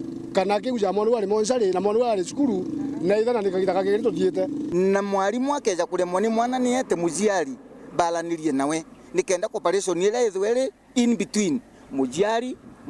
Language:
Meru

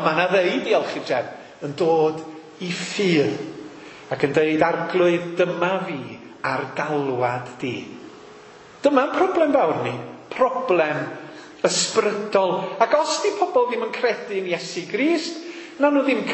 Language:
Welsh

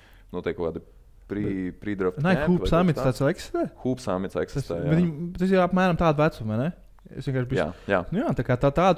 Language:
Latvian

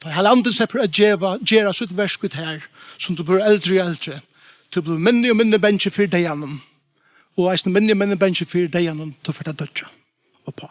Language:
Faroese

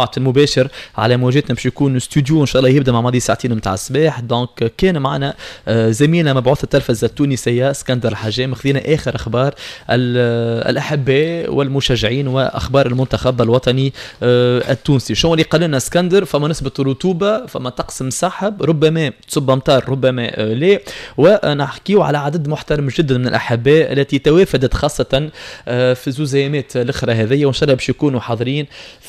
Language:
Tunisian Arabic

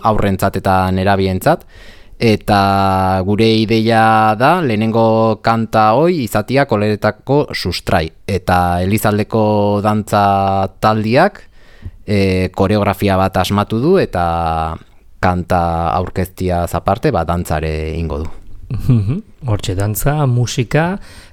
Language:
Basque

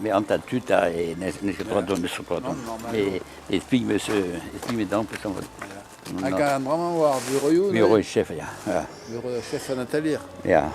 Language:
Breton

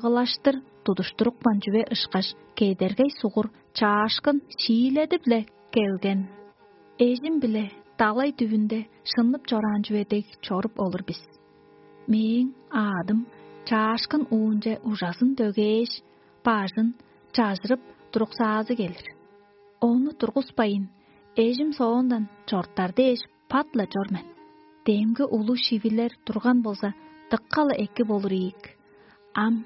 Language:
Tuvinian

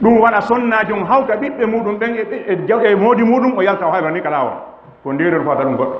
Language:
Fula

